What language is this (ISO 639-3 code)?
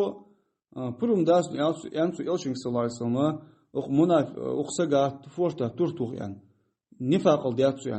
inh